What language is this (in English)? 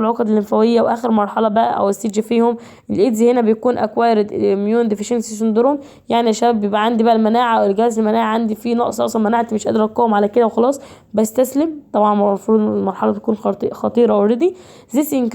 Egyptian Arabic